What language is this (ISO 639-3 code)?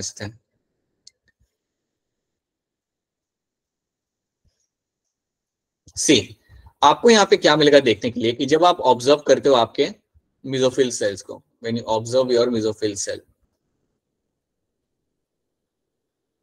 hin